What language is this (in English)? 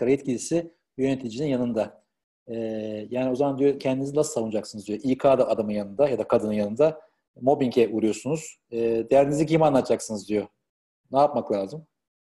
Turkish